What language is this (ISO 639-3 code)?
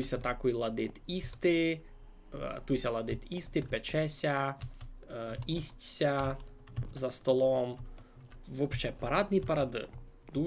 rue